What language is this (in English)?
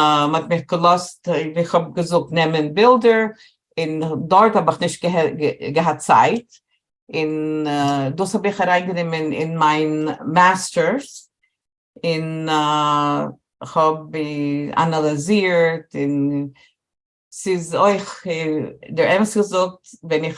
Yiddish